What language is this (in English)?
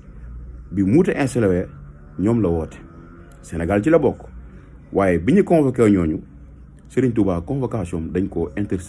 Wolof